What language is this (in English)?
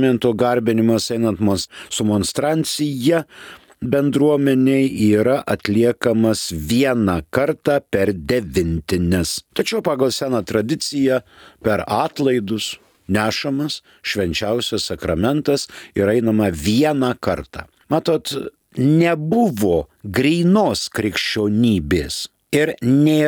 Lithuanian